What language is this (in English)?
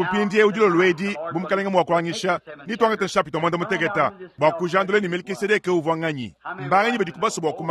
Luba-Lulua